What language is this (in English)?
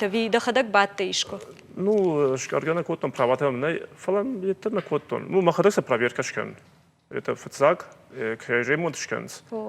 Ossetic